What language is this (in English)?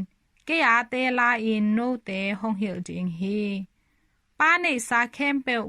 Tedim Chin